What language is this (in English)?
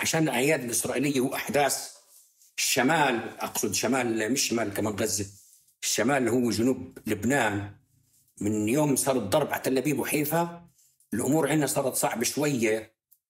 North Levantine Arabic